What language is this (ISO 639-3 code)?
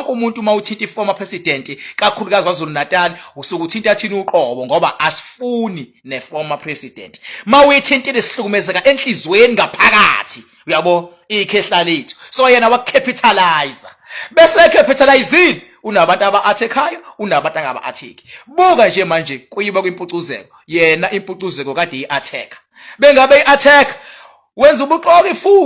zul